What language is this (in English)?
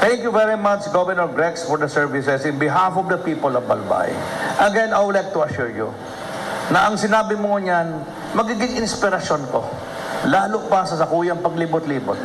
Bikol